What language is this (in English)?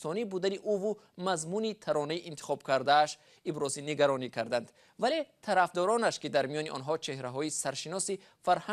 Tajik